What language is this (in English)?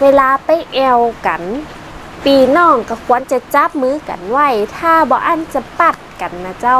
Northern Thai